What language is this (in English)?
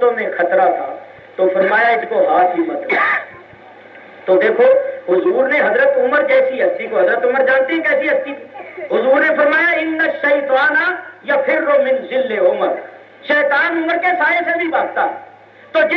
Urdu